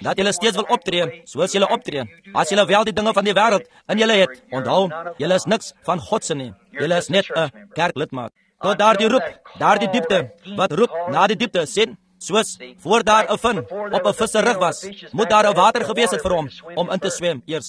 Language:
Afrikaans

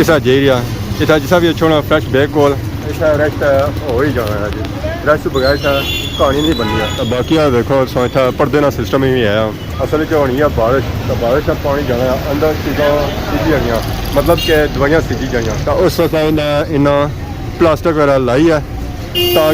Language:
Pahari-Potwari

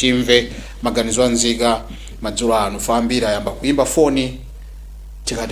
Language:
Nyanja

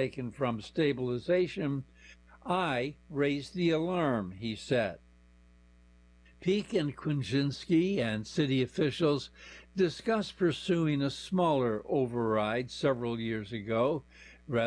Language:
English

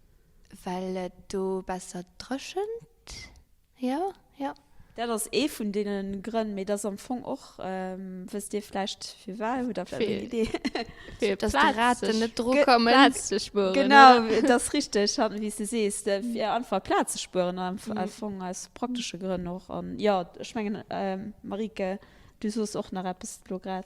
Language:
Luxembourgish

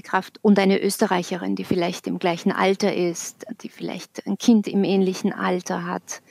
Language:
Swiss German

